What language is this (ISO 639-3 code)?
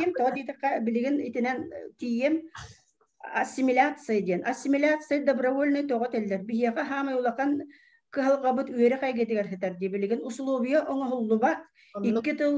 sah